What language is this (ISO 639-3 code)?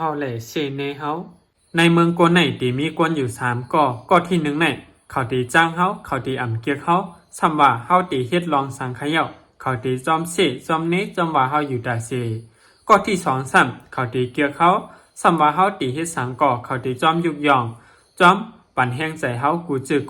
shn